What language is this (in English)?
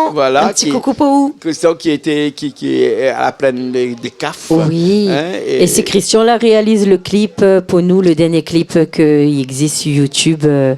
Réunion Creole French